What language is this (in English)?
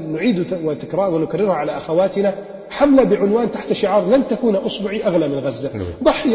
Arabic